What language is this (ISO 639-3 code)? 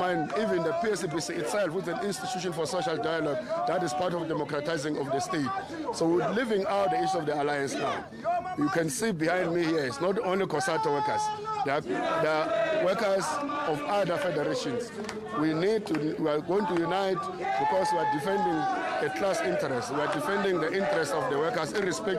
eng